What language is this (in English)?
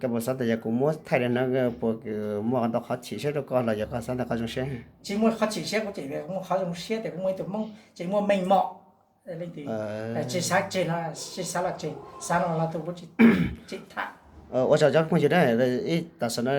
Hmong